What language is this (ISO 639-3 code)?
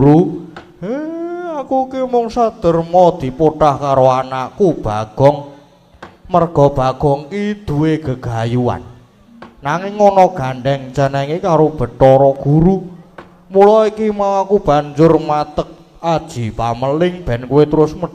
jav